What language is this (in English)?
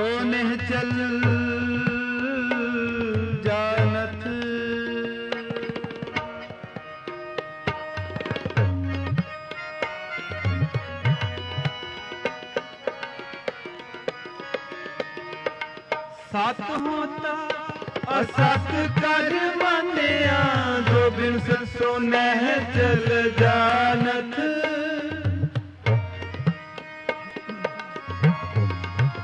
Punjabi